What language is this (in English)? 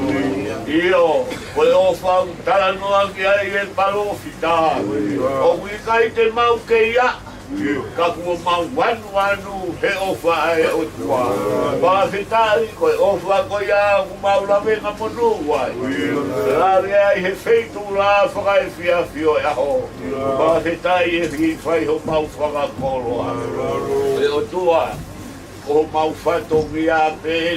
Tongan